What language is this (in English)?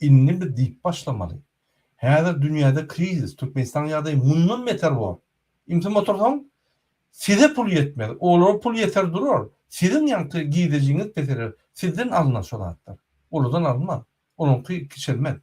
Turkmen